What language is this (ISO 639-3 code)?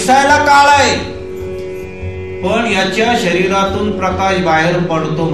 mar